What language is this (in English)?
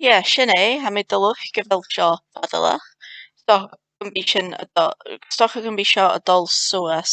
Scottish Gaelic